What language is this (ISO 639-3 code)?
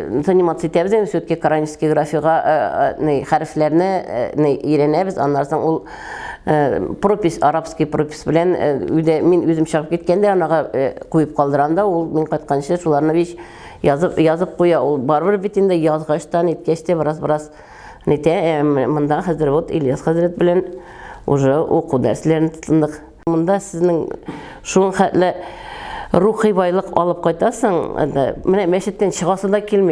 tat